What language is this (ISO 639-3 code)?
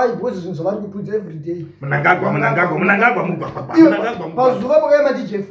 sna